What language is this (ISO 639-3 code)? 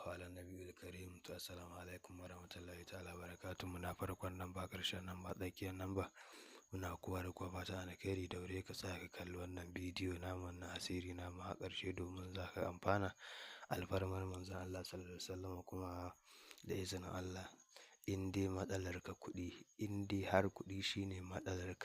hau